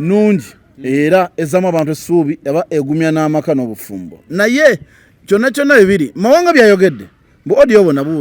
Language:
Ganda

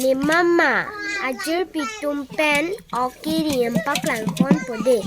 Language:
Karbi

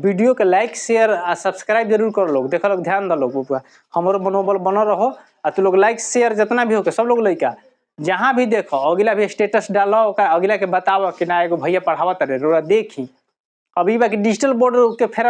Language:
Bhojpuri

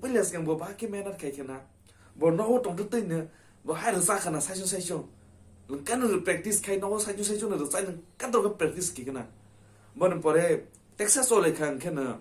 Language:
Kok Borok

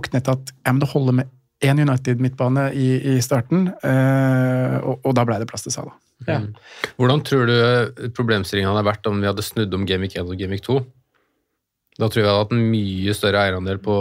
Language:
Norwegian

